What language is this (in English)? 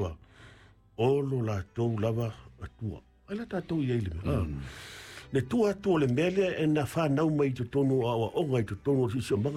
Samoan